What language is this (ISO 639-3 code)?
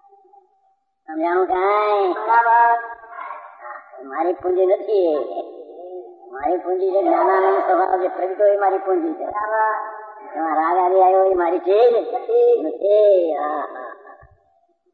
guj